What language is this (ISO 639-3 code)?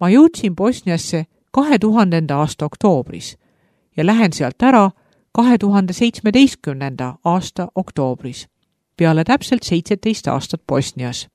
est